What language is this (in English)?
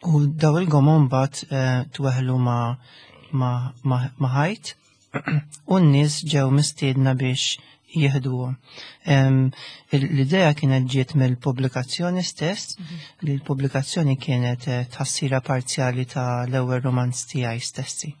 Maltese